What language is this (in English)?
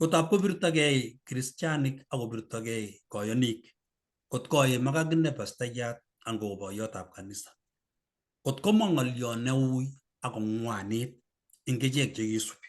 Kalenjin